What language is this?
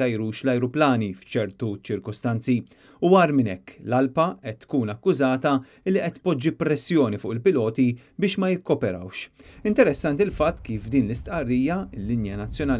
Maltese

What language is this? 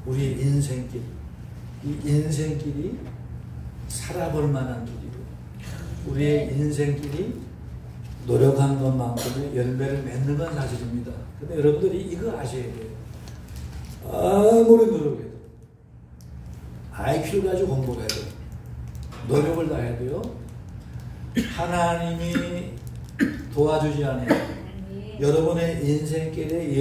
Korean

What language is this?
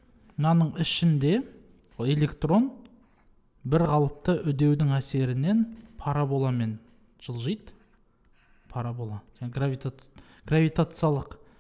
Kazakh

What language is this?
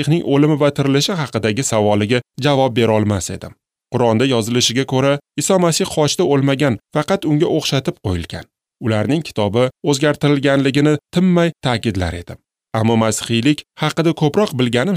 Uzbek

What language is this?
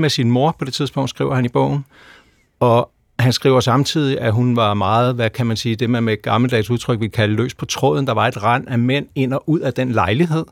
Danish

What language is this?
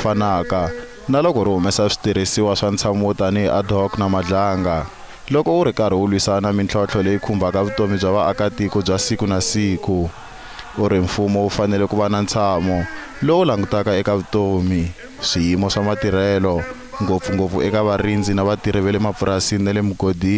Tsonga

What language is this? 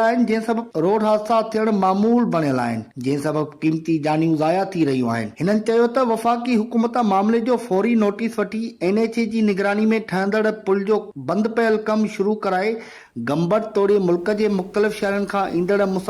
Sindhi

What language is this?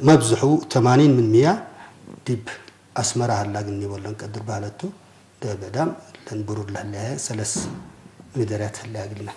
Tigre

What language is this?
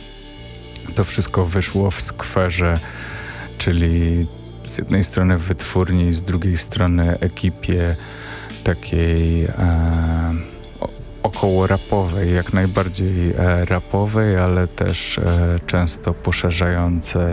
Polish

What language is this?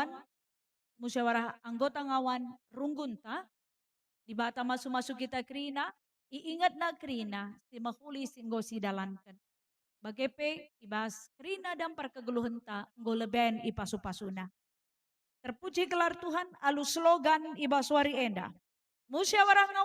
Batak Karo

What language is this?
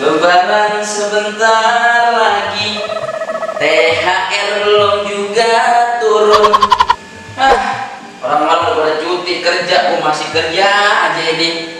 Betawi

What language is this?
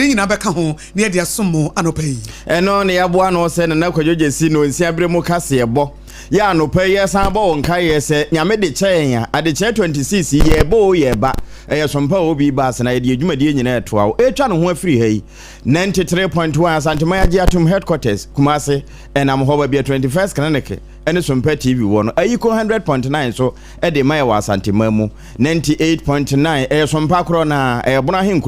Akan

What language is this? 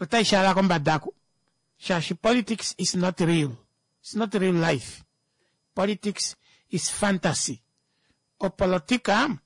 Kuanyama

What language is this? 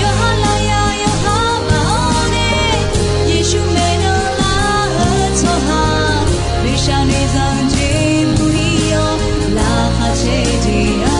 Akha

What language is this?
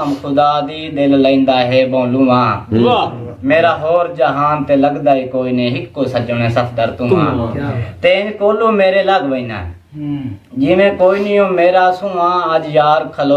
Saraiki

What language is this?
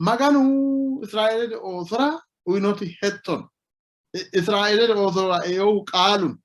Sidamo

